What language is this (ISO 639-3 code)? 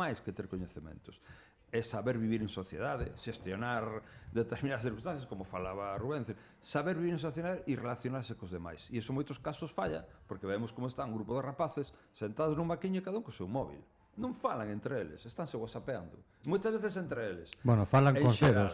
glg